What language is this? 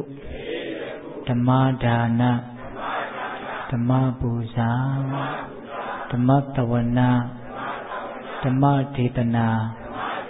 Burmese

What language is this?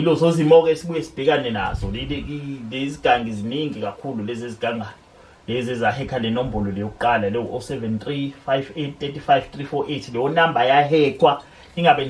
Zulu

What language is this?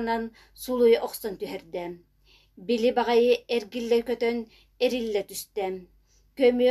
Yakut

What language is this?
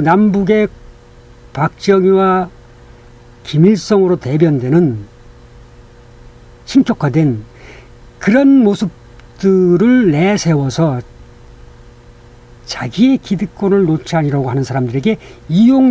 Korean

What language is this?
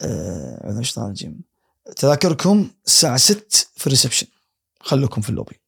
Gulf Arabic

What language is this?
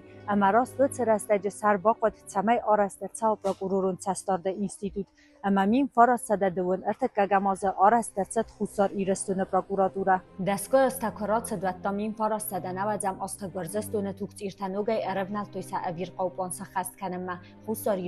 Ossetic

